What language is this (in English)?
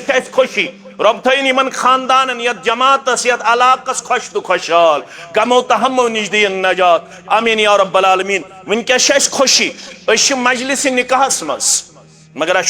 Kashmiri